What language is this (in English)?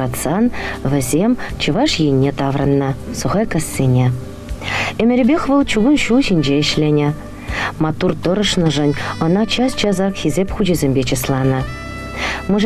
Chuvash